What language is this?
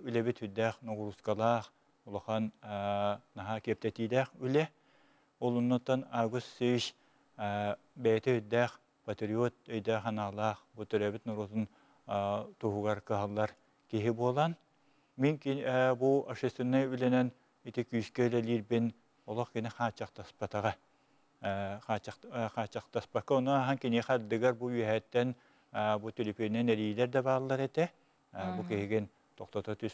Yakut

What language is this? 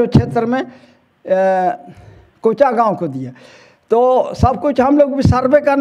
Hindi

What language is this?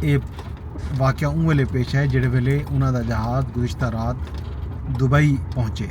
Saraiki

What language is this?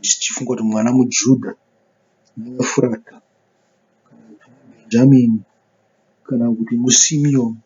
Shona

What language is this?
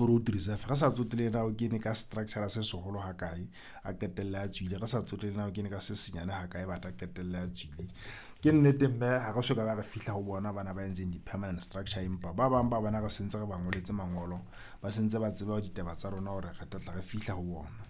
Southern Sotho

